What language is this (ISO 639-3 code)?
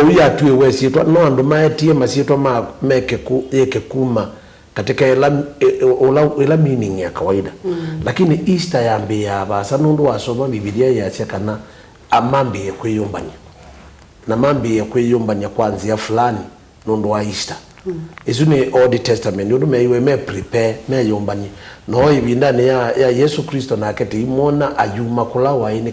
kam